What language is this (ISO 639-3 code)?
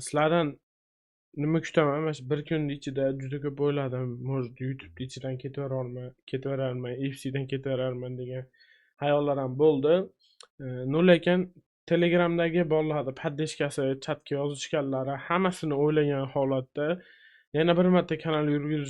uzb